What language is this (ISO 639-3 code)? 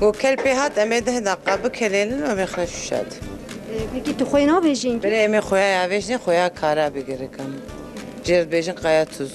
kur